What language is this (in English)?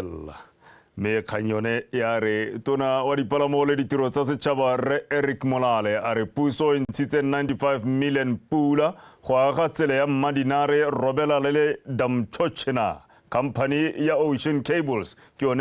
Tswana